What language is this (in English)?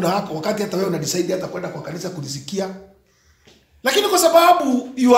Swahili